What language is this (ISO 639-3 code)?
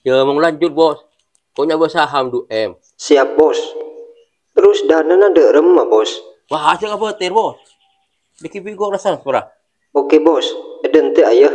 mad